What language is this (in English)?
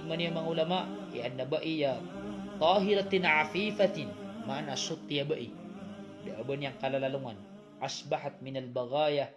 Maranao